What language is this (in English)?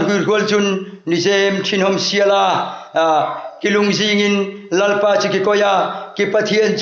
Hmar